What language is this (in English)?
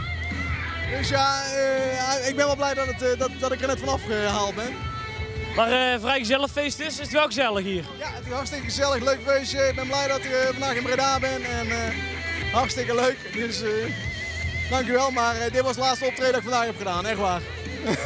Dutch